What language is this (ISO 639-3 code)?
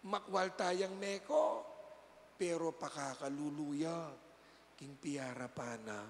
pam